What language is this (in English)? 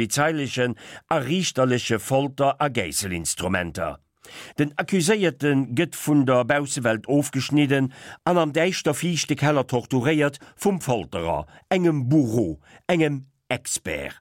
Luxembourgish